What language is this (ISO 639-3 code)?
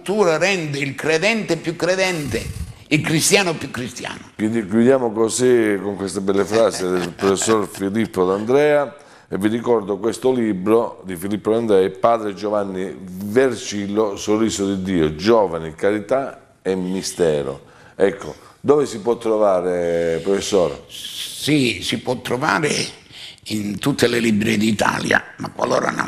ita